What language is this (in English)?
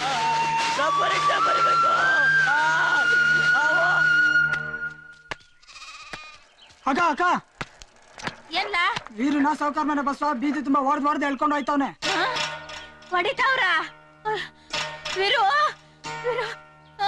Kannada